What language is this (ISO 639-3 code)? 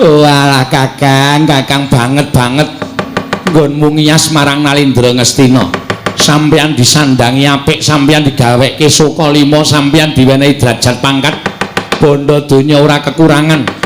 jav